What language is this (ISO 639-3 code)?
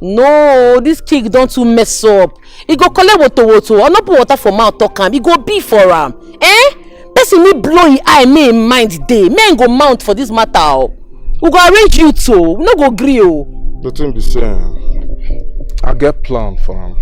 pcm